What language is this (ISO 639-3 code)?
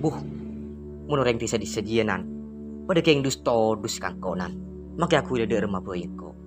mad